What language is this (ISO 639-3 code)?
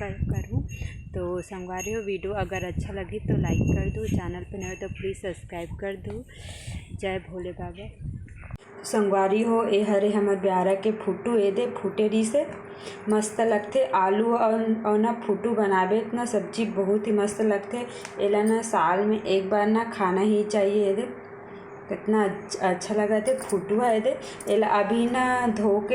hne